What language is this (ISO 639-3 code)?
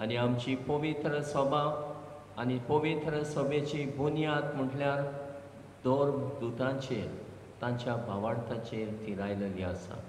kok